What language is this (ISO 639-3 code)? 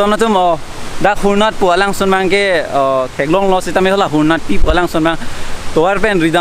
mjw